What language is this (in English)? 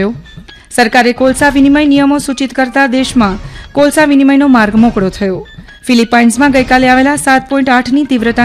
Gujarati